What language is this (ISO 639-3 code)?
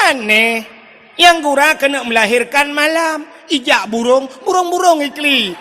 ace